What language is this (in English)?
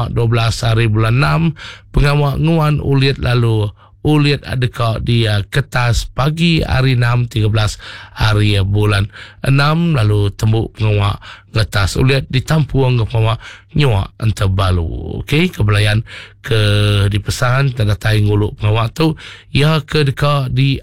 Iban